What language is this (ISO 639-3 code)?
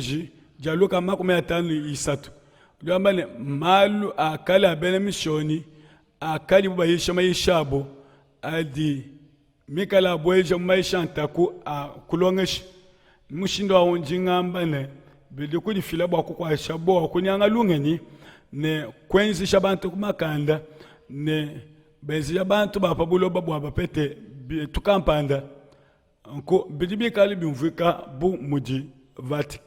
lua